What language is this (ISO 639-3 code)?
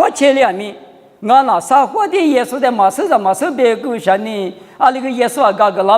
lis